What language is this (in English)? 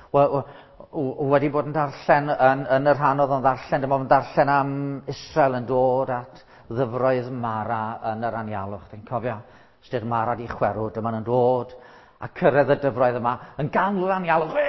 Welsh